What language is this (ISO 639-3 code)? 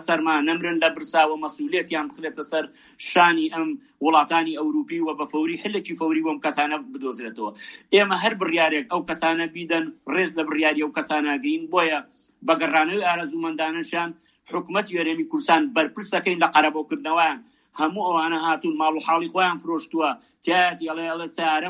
ckb